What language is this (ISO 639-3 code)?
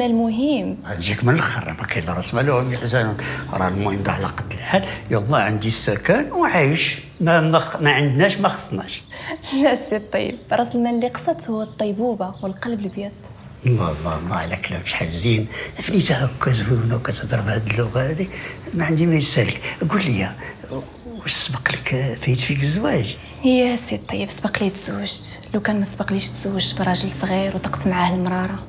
ary